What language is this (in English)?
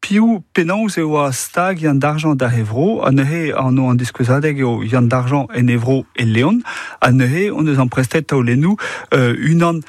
Breton